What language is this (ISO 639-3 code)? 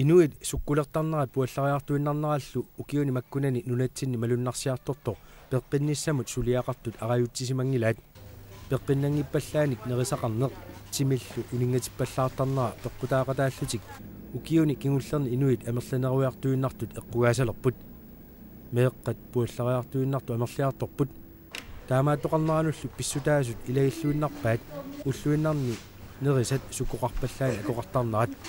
kal